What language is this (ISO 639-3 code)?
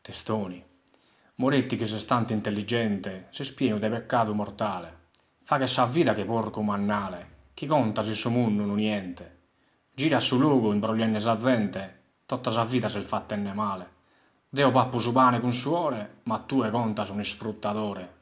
srd